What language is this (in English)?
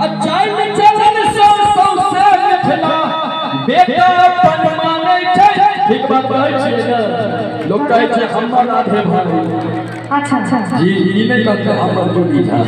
Maithili